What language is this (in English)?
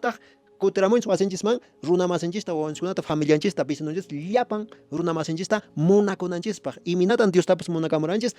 Quechua